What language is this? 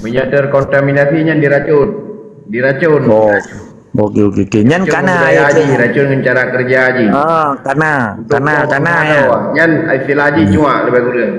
Achinese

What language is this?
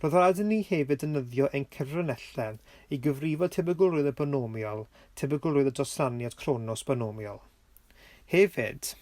Welsh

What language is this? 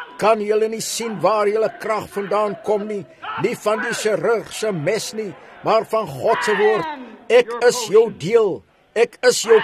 Afrikaans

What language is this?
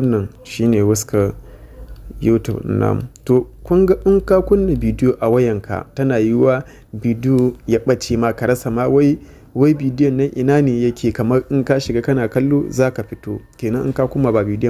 Hausa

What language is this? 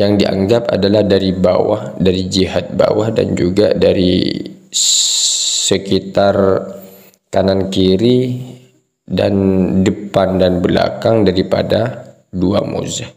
Madurese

